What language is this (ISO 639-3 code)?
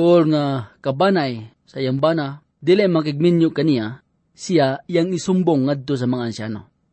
ceb